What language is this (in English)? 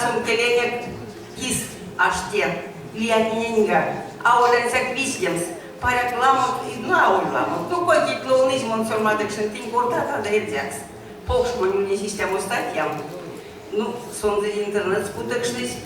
Erzya